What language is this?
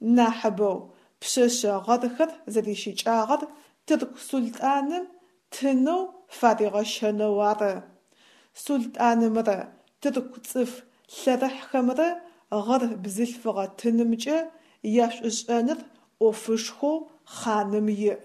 Adyghe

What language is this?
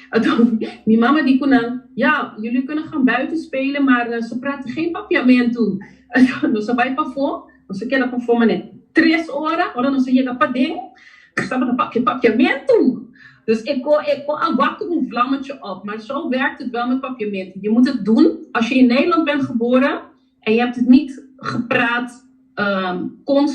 Papiamento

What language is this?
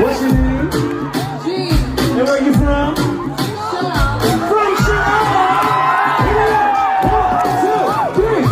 Khasi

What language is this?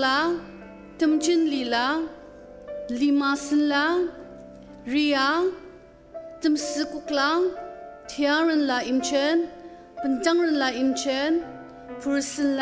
Ao Naga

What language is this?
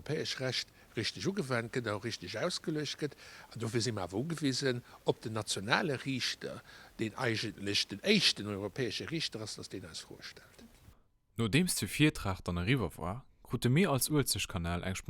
Luxembourgish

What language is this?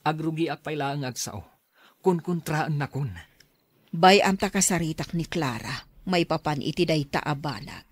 Iloko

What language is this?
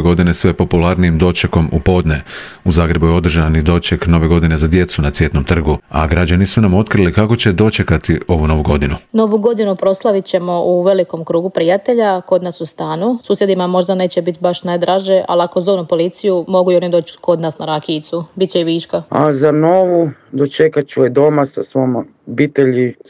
Croatian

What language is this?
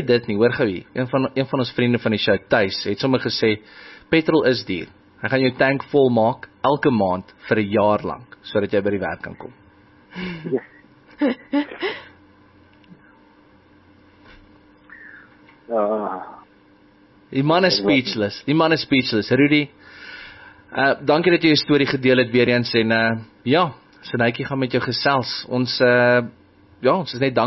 Afrikaans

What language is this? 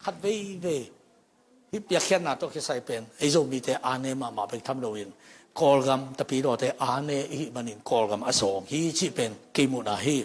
Tedim Chin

